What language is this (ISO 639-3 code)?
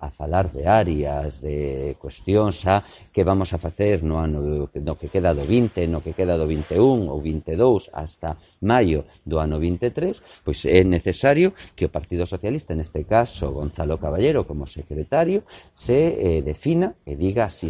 glg